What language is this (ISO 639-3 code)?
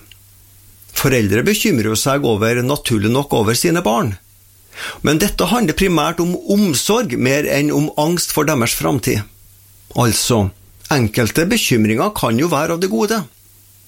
nor